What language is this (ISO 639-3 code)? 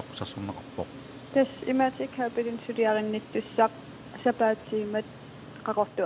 kal